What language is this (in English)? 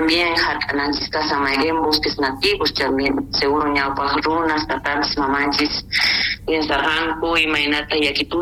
South Bolivian Quechua